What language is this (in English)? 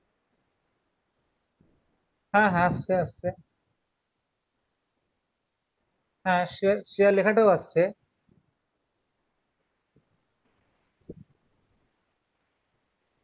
Bangla